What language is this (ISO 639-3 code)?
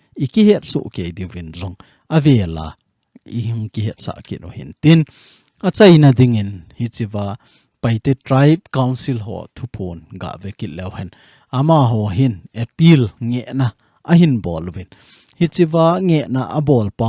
tcz